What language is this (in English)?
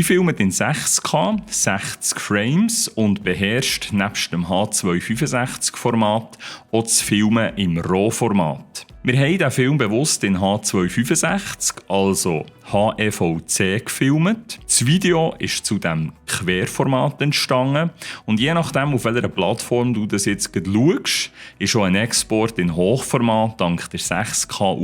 Swiss German